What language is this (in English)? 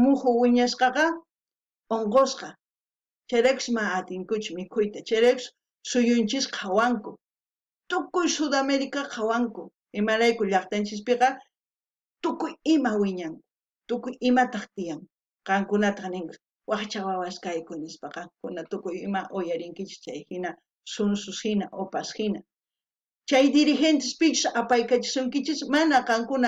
South Bolivian Quechua